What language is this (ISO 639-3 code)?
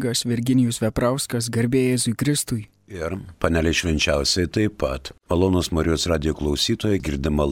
lit